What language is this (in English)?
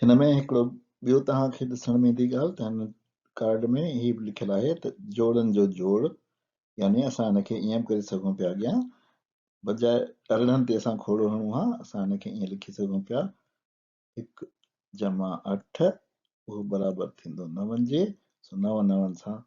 Sindhi